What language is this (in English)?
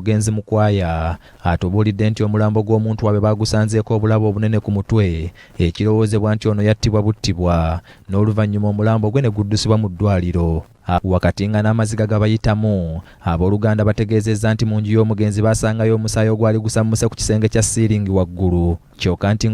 Ganda